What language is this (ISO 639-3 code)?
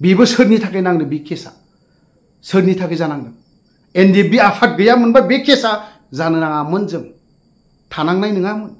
brx